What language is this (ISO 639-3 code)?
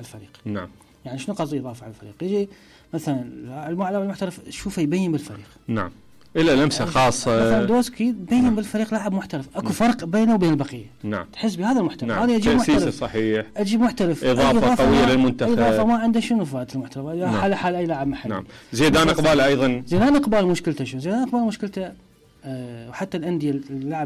acm